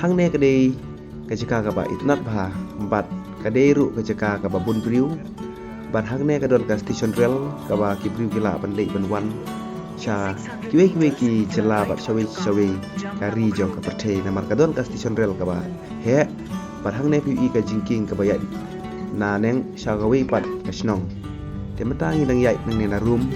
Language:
Khasi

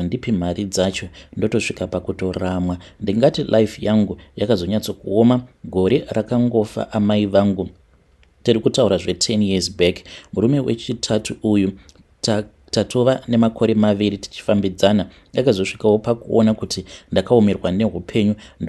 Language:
Shona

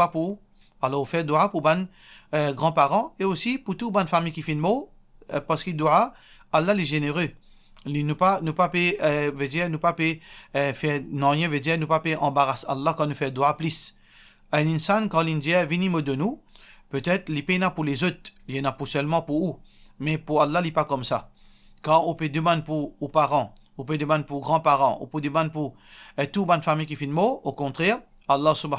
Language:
Morisyen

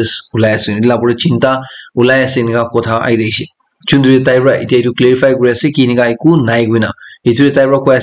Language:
Naga Pidgin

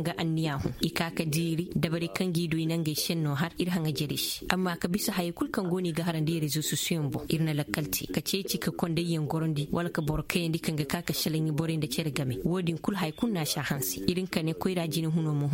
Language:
Koyraboro Senni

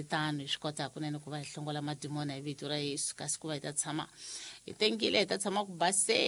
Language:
Tsonga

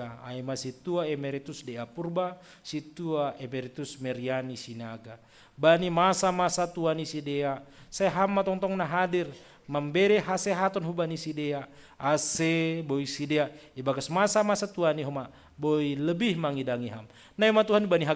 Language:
Batak Simalungun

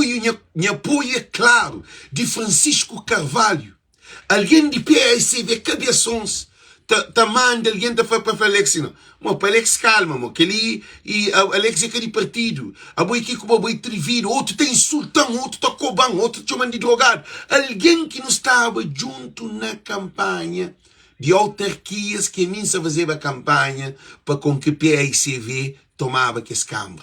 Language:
Kabuverdianu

